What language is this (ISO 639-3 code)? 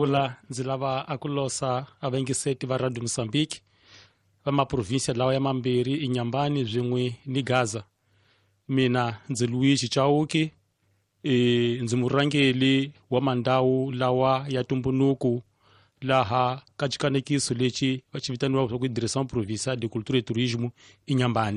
tso